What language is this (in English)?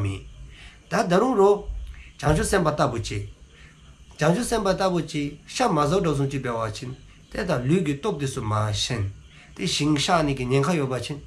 Dzongkha